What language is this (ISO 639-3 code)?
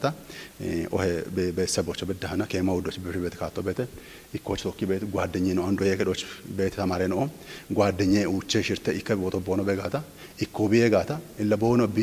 kbr